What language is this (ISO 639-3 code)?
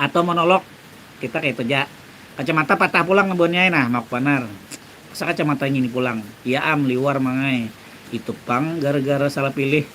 bjn